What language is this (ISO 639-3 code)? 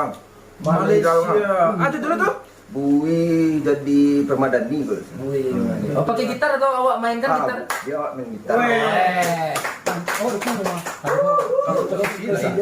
min